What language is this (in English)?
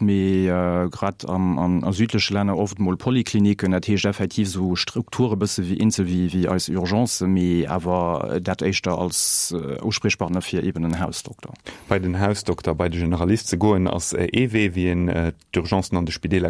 Luxembourgish